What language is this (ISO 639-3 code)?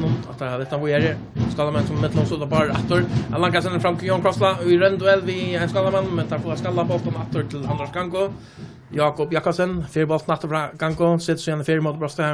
fao